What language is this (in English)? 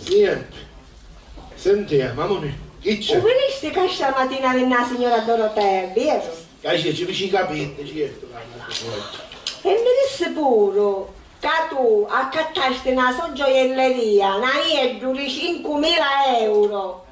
Sicilian